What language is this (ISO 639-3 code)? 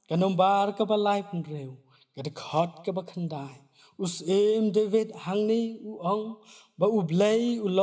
kha